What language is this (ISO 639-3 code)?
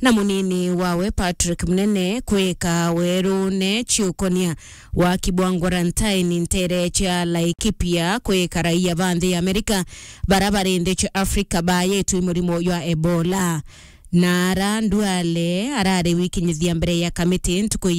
mer